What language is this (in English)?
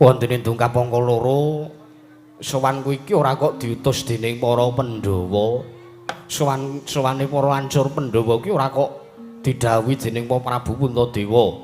Javanese